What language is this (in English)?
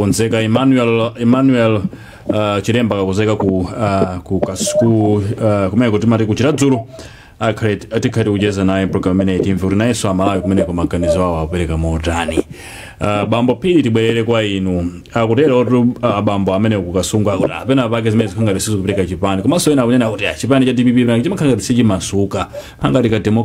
Nyanja